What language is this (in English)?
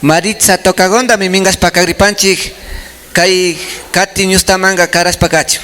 Imbabura Highland Quichua